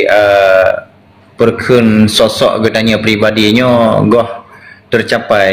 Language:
Achinese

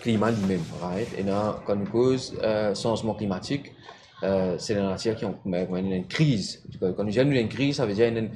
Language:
Morisyen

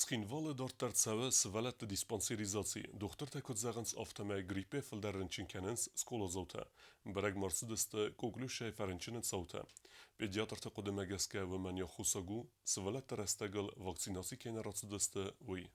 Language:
Ossetic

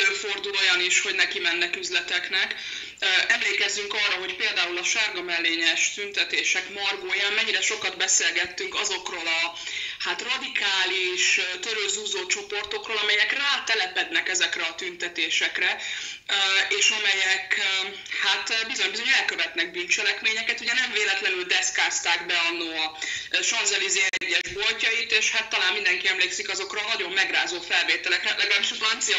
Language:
Hungarian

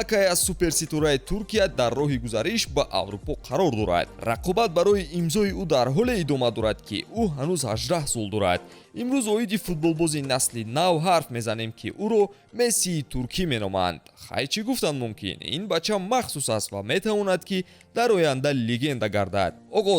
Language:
Tajik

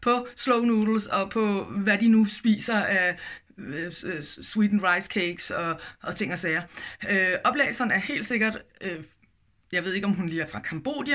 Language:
Danish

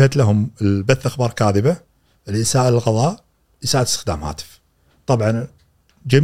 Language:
Gulf Arabic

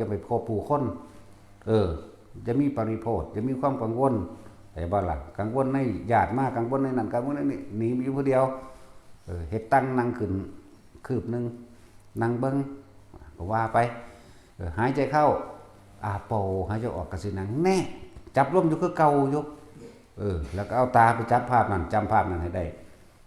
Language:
Northeastern Thai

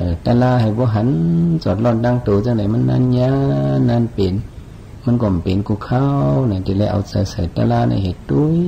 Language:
Shan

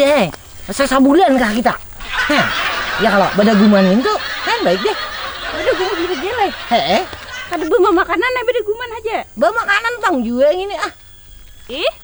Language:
Banjar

